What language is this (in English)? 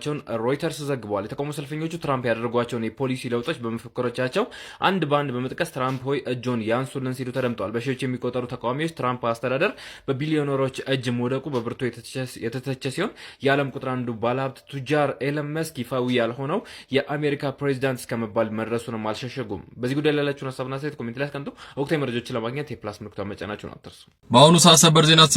Amharic